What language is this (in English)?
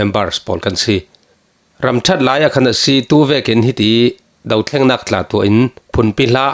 Falam Chin